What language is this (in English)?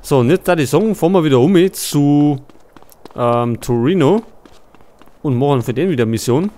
Bavarian